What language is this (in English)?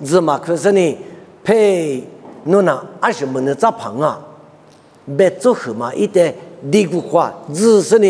Lisu